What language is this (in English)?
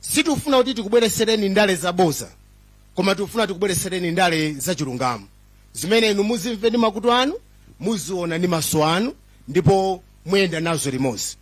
Nyanja